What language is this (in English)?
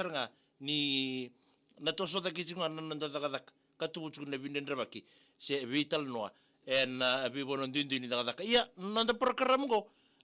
Fijian